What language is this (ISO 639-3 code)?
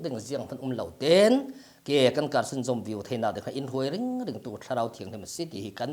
cfm